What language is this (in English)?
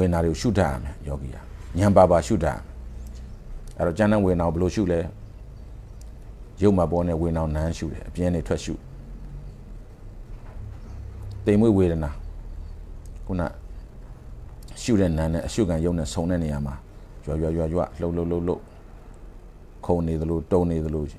Burmese